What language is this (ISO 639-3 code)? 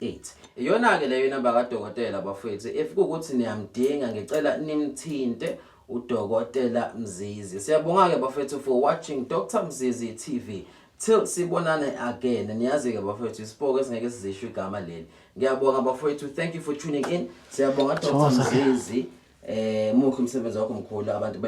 zul